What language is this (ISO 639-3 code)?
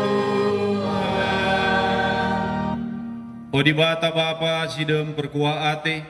btx